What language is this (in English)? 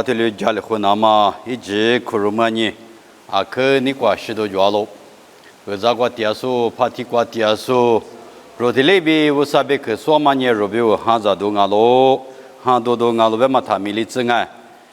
Lisu